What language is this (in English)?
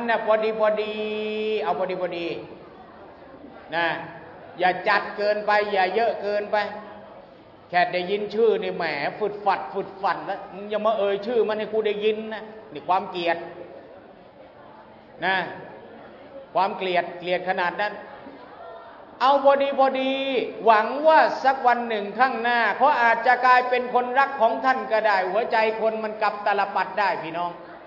Thai